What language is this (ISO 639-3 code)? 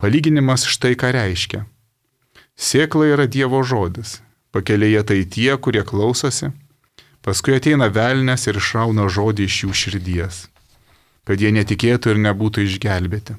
lit